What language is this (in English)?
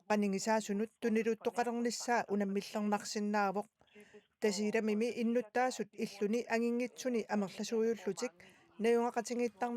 Kalaallisut